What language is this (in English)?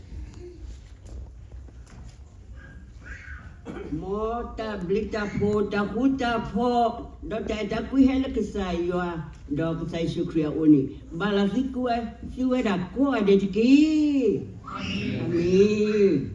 S'gaw Karen